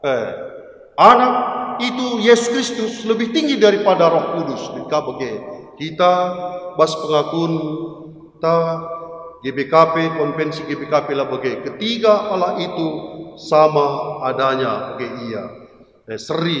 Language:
Batak Karo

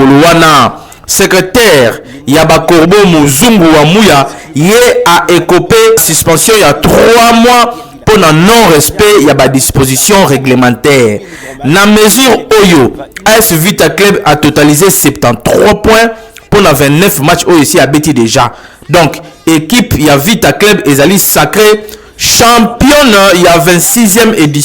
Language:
Lingala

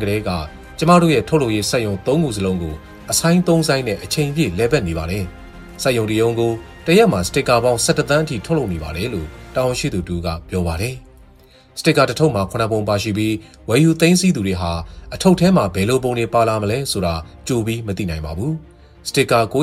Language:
Burmese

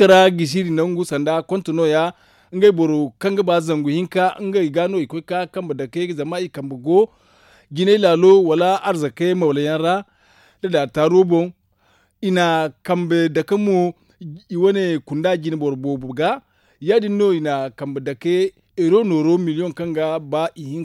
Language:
Zarma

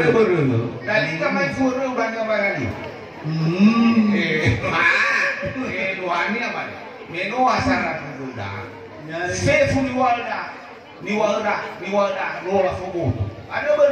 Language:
Nias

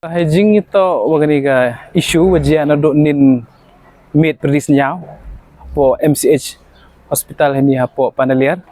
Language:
Pnar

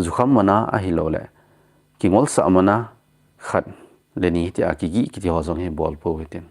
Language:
Thado Chin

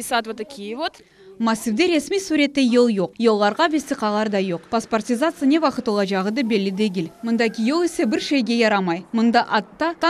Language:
Crimean Tatar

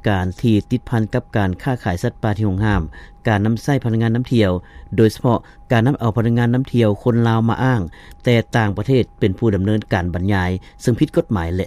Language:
Lao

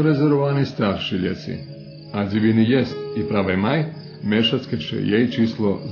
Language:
Rusyn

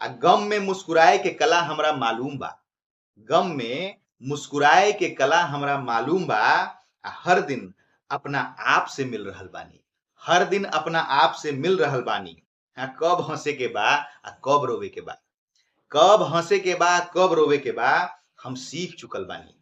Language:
Bhojpuri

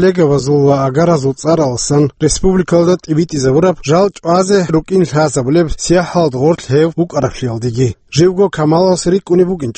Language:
Avaric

